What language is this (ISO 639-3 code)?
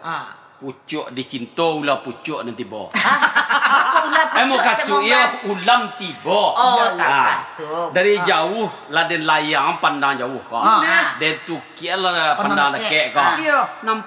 min